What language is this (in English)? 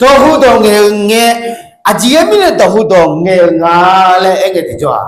Akha